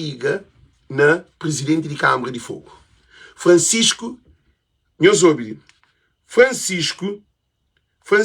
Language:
Kabuverdianu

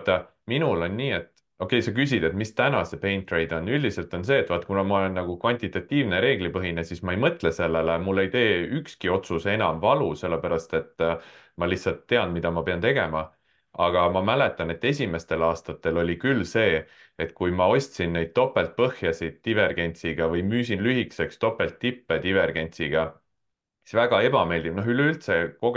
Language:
Estonian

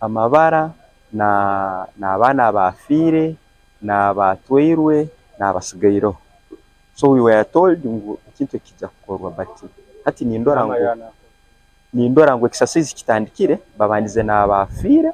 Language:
Nyankole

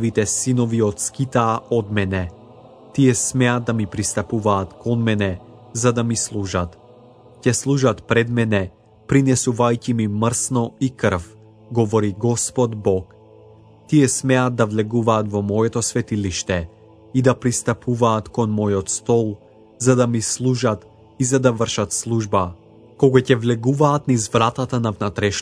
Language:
Macedonian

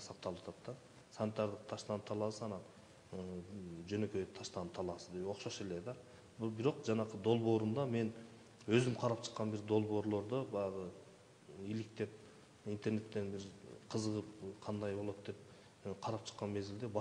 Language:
Kyrgyz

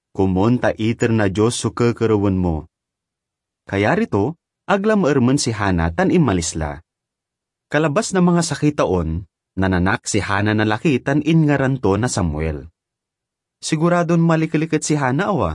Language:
Pangasinan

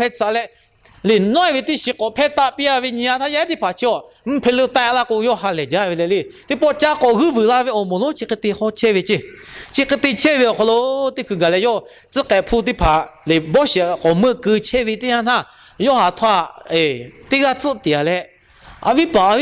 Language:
Lahu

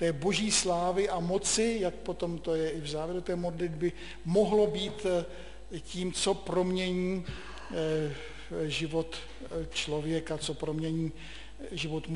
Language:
Czech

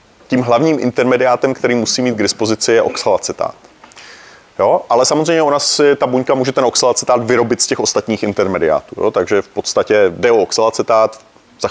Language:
Czech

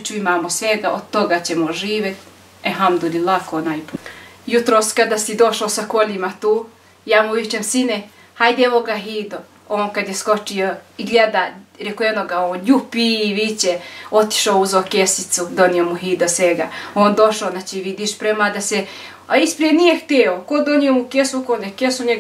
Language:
Bosnian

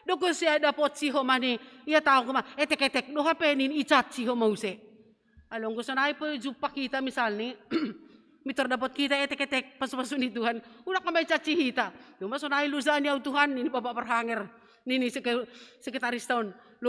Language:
Batak Simalungun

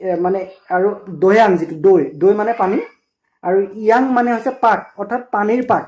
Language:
Assamese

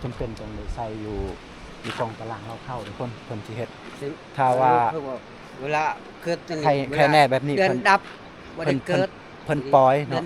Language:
Lao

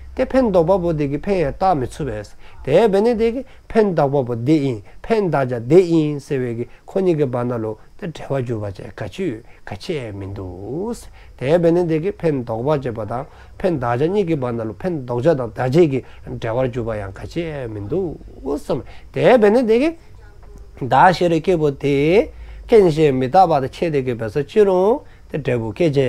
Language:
Dzongkha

